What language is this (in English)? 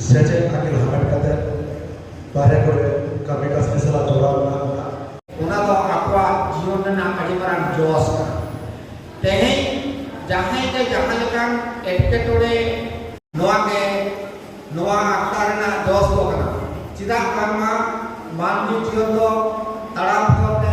Santali